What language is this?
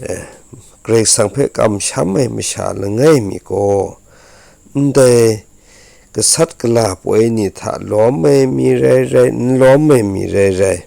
Kachin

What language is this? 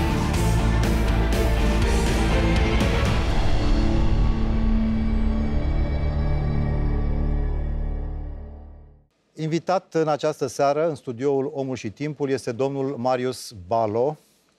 Romanian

